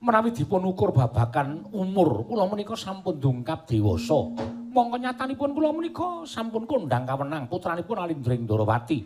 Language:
Javanese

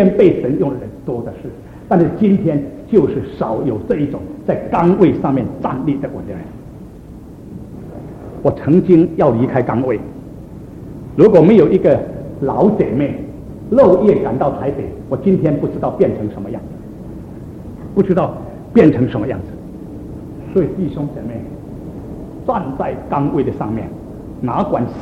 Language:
Chinese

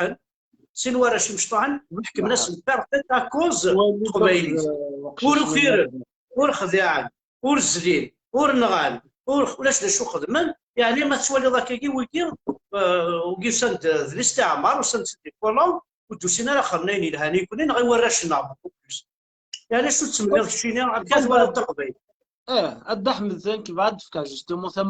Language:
Kabyle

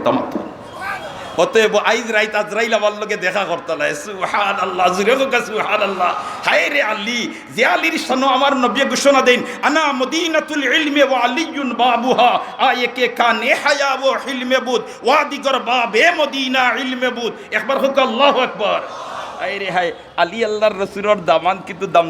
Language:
Sylheti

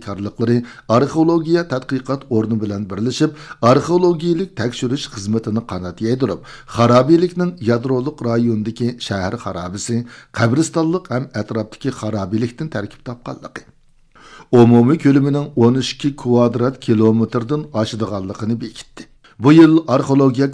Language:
Uyghur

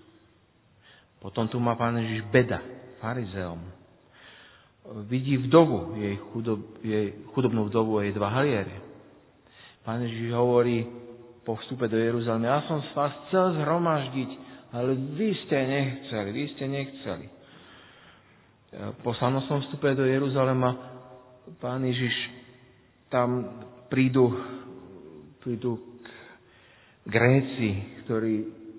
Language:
Slovak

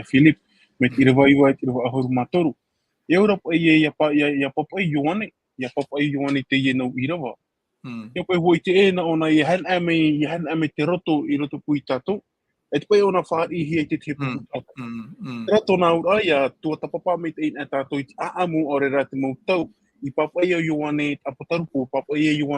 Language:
Tahitian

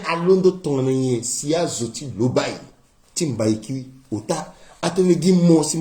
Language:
Sango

